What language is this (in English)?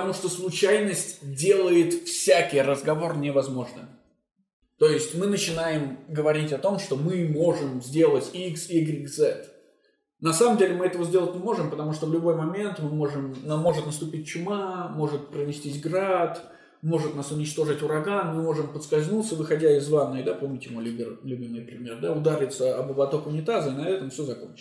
Russian